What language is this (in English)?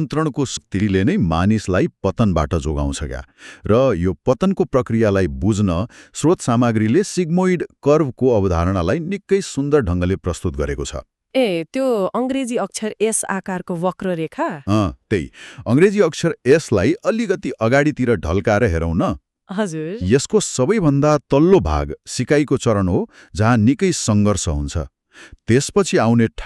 Nepali